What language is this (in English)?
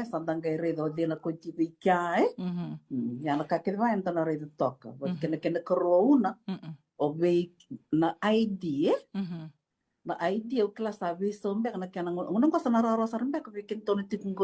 Fijian